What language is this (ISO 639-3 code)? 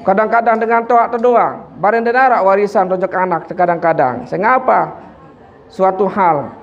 sas